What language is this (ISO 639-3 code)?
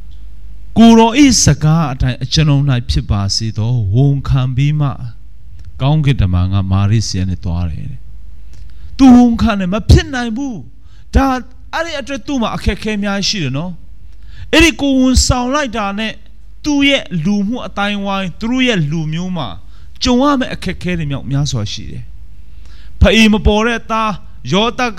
mya